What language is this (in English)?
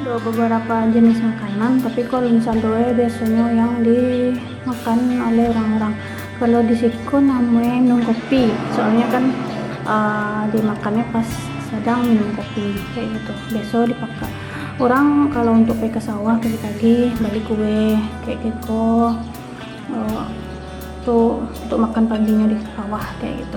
Minangkabau